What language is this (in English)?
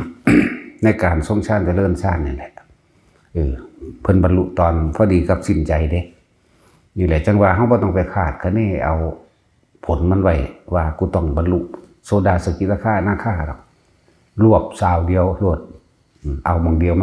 Northeastern Thai